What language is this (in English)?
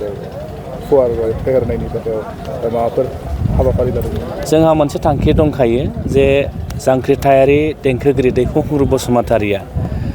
Bodo